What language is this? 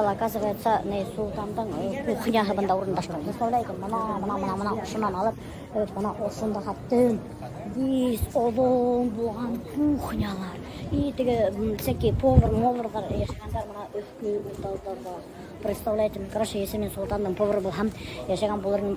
Bashkir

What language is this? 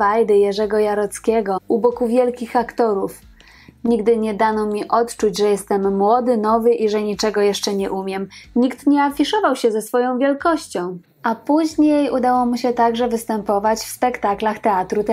Polish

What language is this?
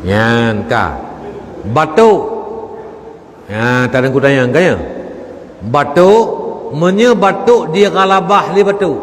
Achinese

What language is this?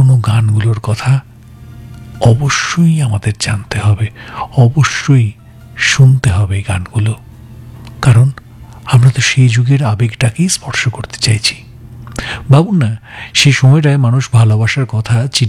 Bangla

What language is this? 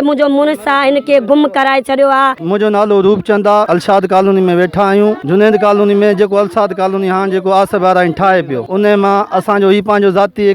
Sindhi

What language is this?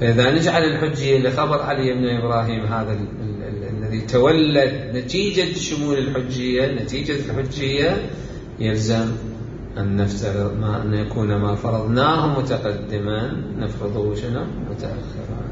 Mesopotamian Arabic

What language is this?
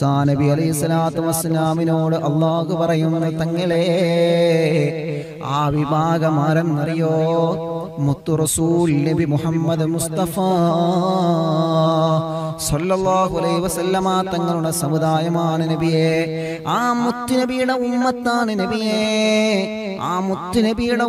Malayalam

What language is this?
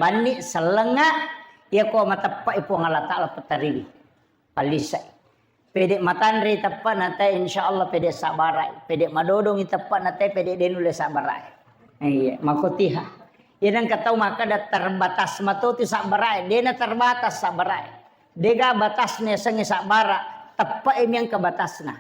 Buginese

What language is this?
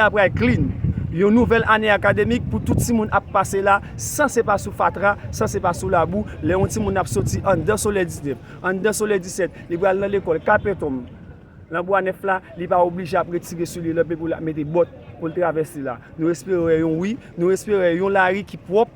Haitian Creole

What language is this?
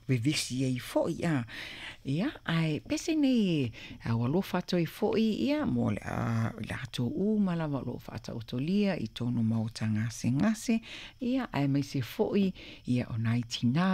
Samoan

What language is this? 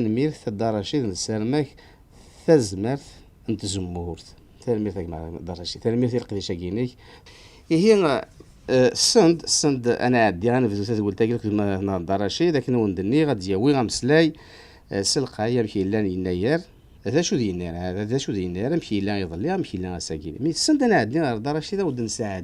Kabyle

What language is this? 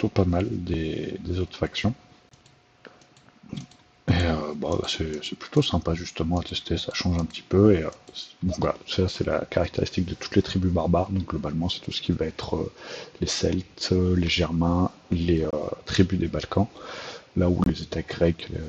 French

